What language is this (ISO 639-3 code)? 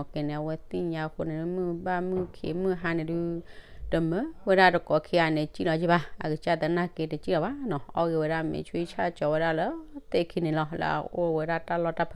ksw